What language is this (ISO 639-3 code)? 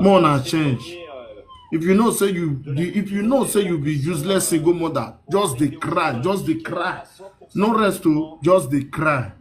pcm